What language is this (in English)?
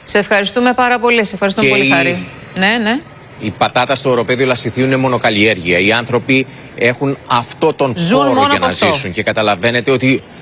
Greek